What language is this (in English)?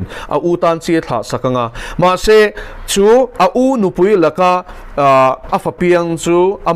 Mizo